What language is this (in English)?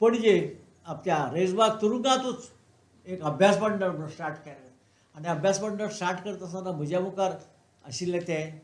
Konkani